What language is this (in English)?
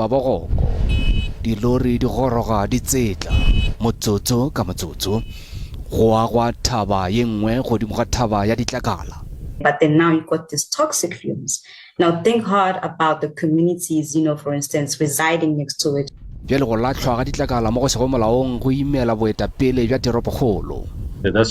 Northern Sotho